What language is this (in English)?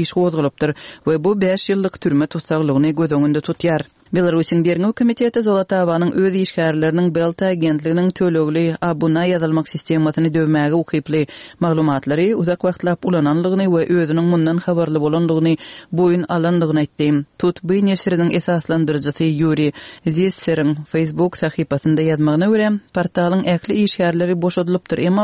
Kyrgyz